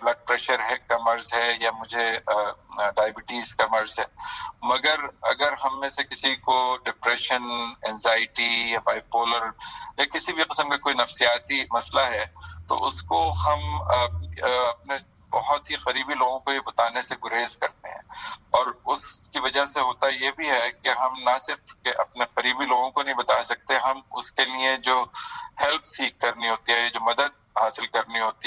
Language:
Urdu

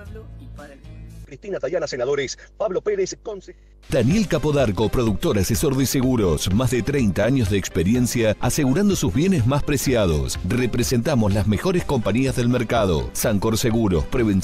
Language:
Spanish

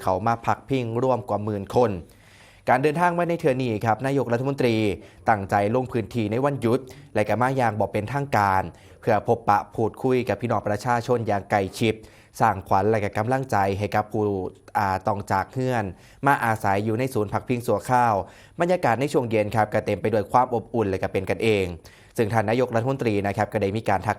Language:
Northeastern Thai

